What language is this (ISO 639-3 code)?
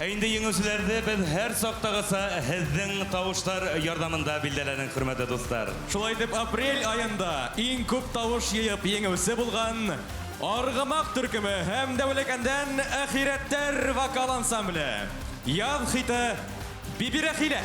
bak